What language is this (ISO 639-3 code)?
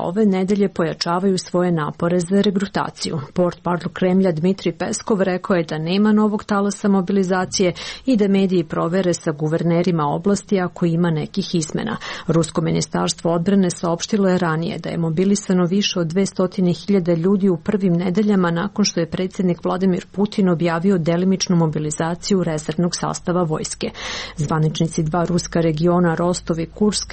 srp